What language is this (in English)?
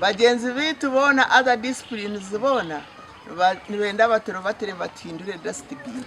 Nyankole